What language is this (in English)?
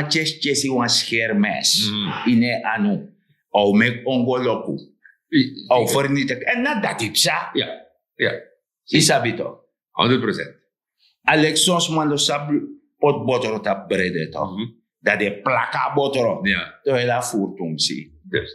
Sranan Tongo